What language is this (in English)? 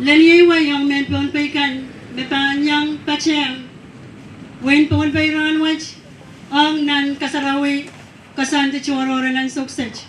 Pohnpeian